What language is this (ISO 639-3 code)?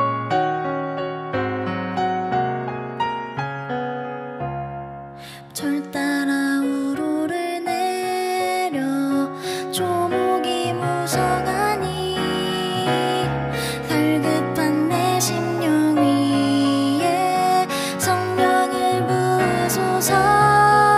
kor